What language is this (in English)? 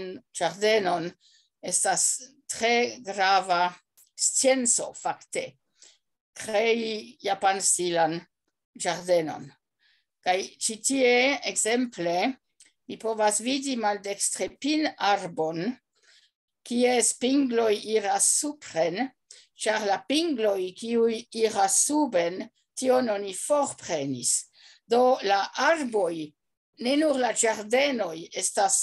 Esperanto